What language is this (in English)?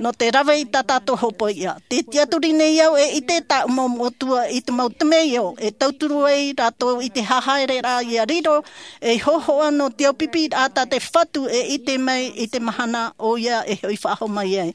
Tahitian